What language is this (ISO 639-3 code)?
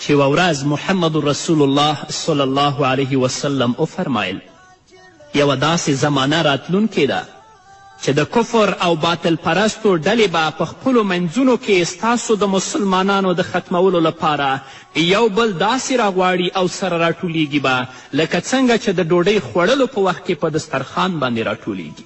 pus